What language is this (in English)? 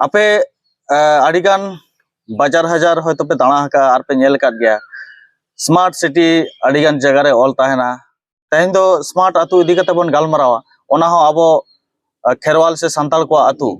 Santali